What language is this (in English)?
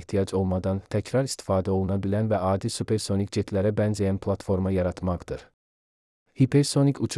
Azerbaijani